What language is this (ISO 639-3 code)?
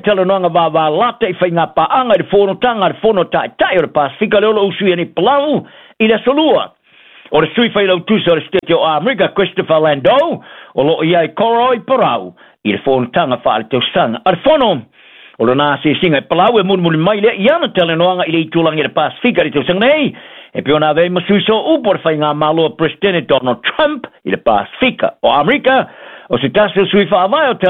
smo